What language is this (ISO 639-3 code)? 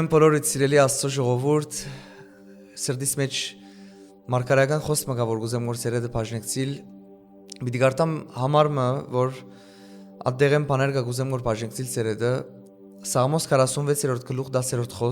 hyw